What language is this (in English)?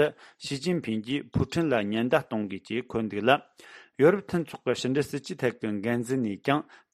Tibetan